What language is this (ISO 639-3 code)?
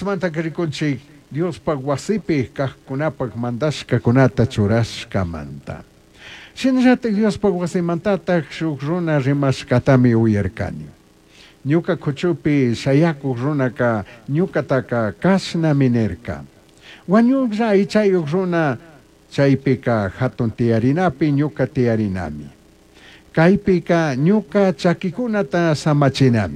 qug